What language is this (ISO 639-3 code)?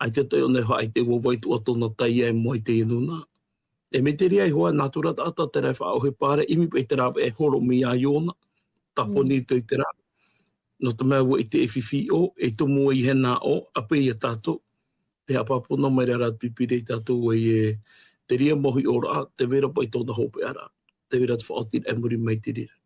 tah